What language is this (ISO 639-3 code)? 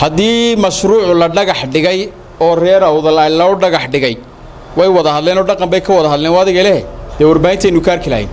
som